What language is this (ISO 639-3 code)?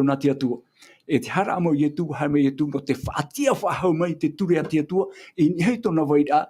tah